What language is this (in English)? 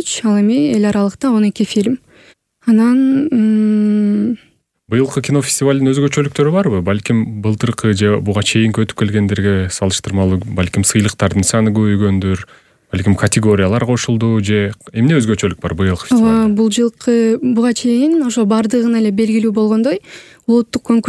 Kyrgyz